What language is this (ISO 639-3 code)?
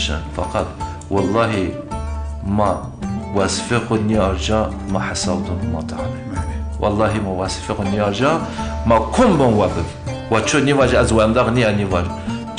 zza